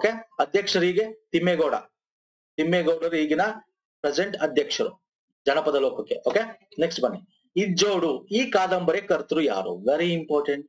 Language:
Kannada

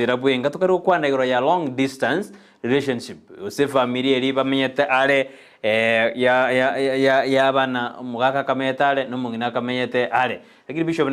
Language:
Gusii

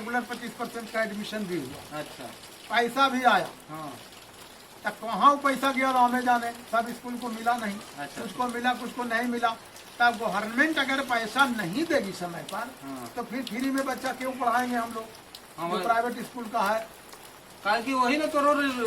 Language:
Magahi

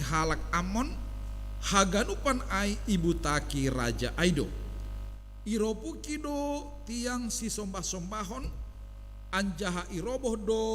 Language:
Batak Simalungun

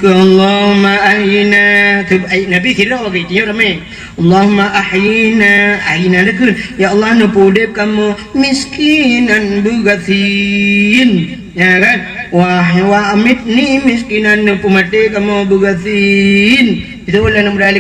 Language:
Achinese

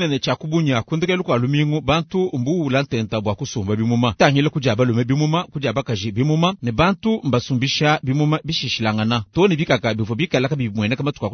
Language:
Luba-Lulua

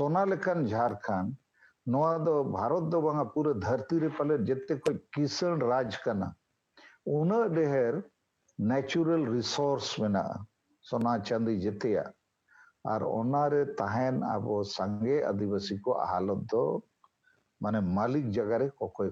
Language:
Santali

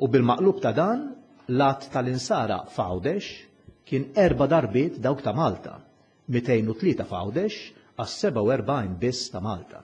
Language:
Maltese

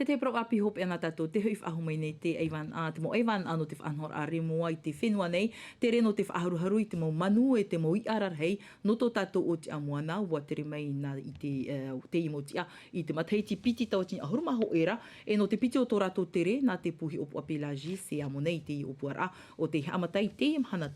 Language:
Tahitian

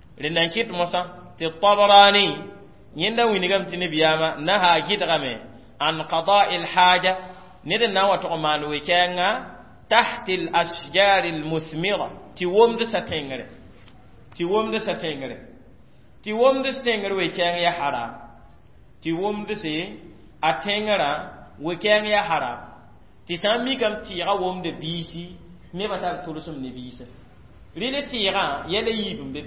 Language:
Mossi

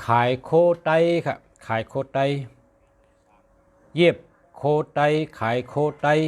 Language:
Shan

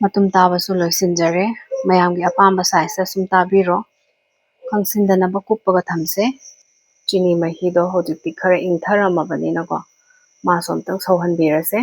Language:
Manipuri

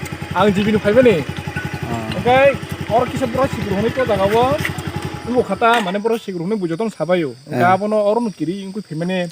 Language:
Kok Borok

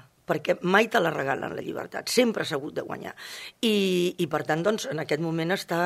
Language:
Catalan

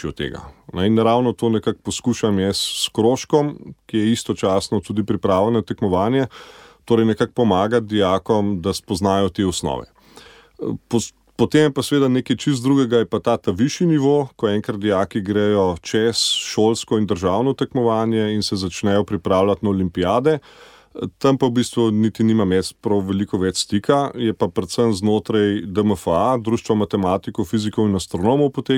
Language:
Slovenian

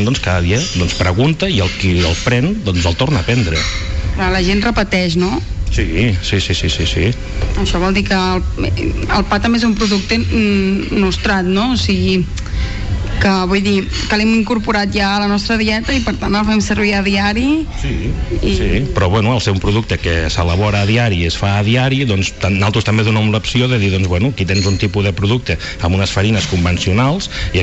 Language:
Catalan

